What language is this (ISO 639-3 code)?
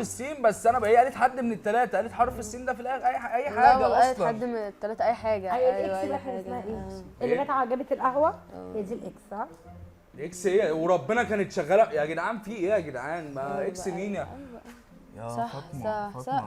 arz